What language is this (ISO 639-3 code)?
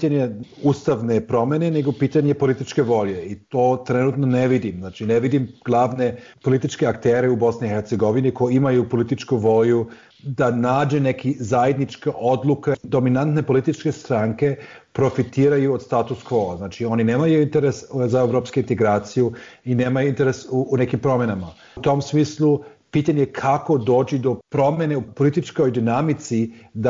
bos